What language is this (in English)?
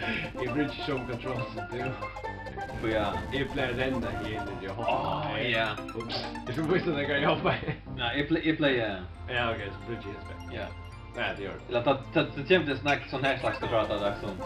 Faroese